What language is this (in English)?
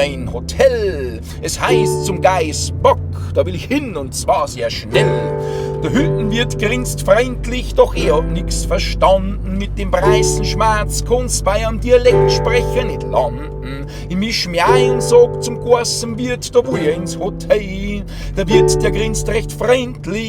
Bavarian